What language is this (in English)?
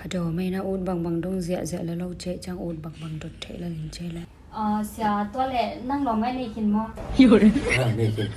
Tedim Chin